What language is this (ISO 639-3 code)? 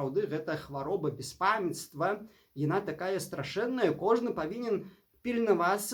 bel